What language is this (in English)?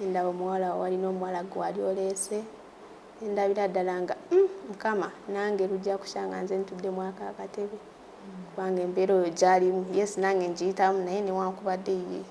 Ganda